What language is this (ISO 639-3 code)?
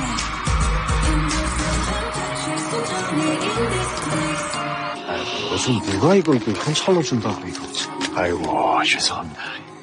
kor